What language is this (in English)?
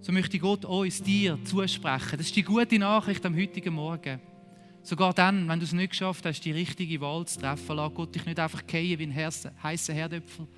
Swiss German